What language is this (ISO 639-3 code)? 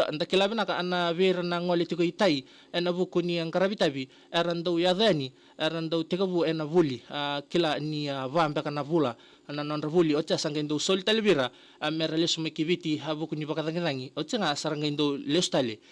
fij